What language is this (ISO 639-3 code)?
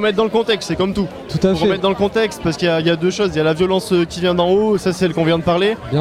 fra